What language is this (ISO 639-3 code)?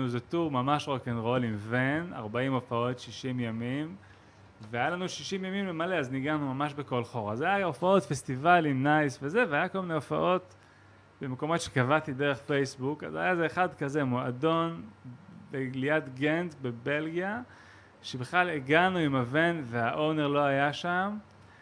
heb